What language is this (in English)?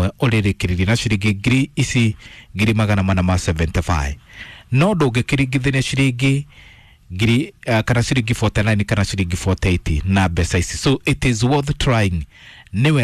Kikuyu